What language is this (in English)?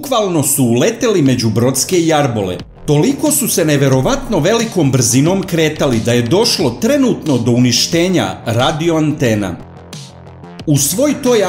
Serbian